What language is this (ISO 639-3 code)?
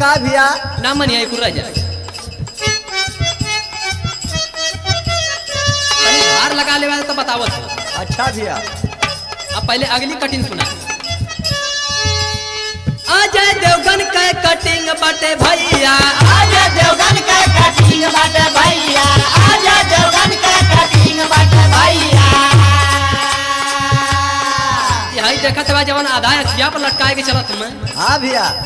bho